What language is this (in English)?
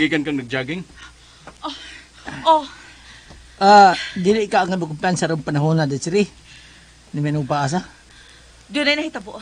Cebuano